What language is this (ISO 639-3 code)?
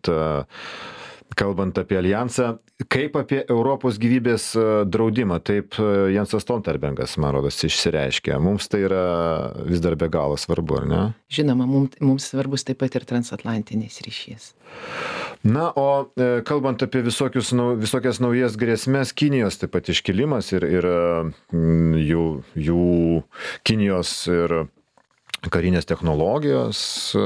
lit